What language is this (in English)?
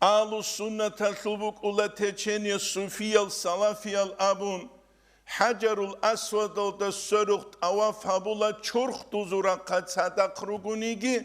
Avaric